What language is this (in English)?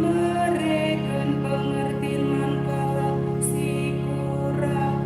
Batak Karo